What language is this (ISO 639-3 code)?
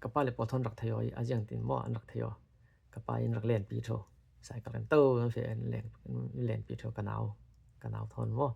cfm